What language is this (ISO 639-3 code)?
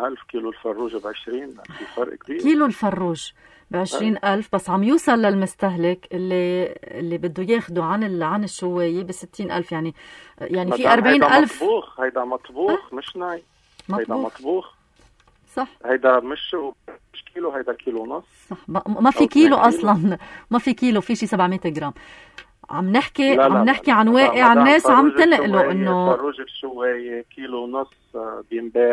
apc